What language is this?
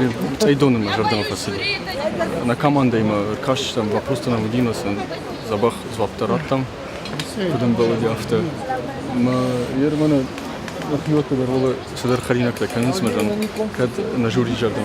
Ossetic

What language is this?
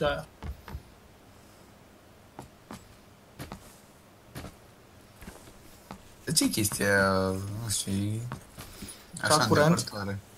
Romanian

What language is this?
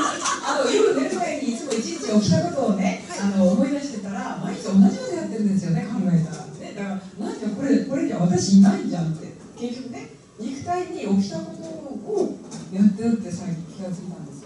Japanese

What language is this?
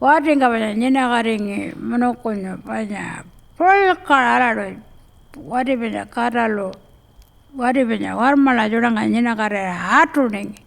Pitjantjatjara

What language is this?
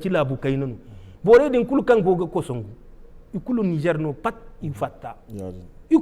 Zarma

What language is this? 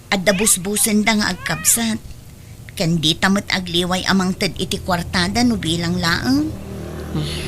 Iloko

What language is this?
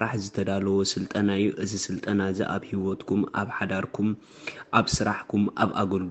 Tigrinya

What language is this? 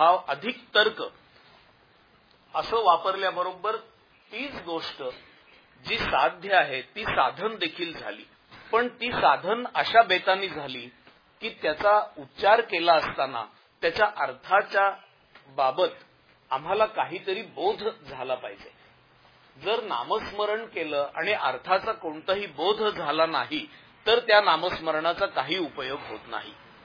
Marathi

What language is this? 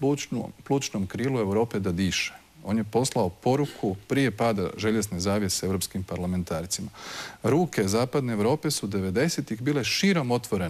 Croatian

